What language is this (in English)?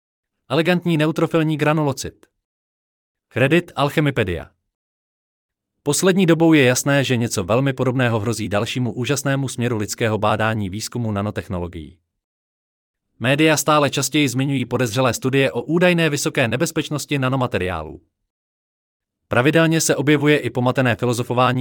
Czech